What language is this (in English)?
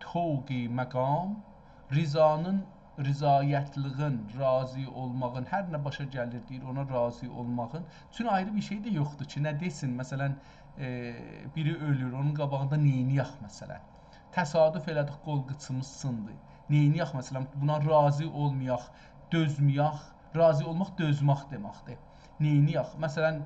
South Azerbaijani